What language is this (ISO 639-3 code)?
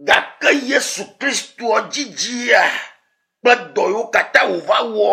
ewe